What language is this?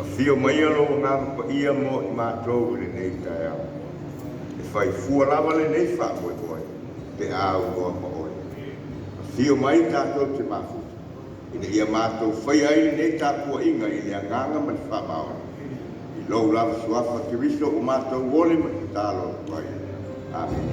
Samoan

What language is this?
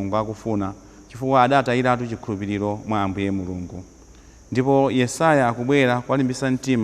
Nyanja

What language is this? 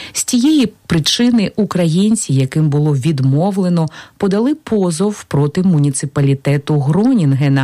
Ukrainian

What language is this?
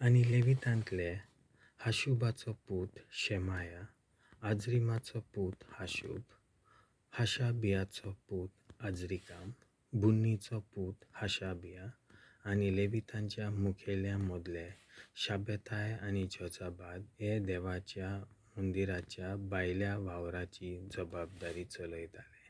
Konkani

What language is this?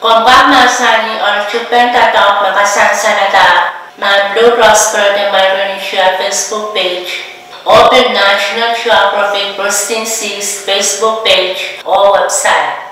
Pohnpeian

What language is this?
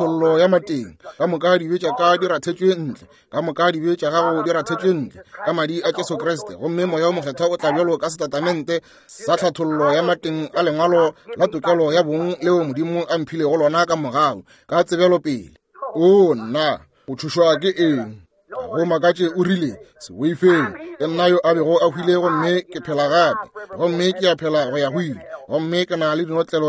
Northern Sotho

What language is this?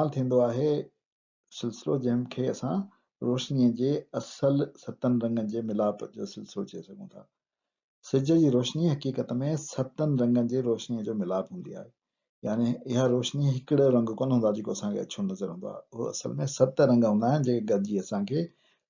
Sindhi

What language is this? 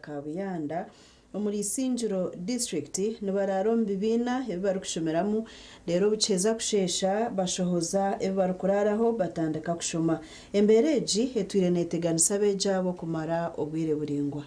Nyankole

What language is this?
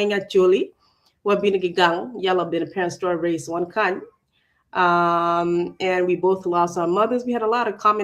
Acoli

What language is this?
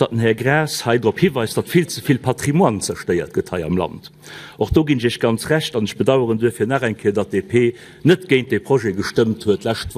Luxembourgish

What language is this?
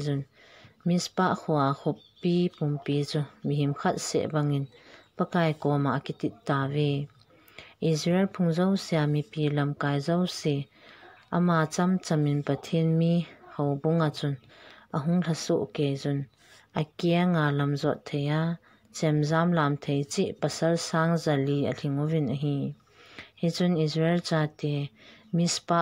Thado Chin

